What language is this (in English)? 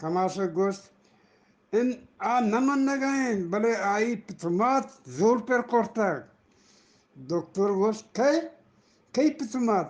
Eastern Balochi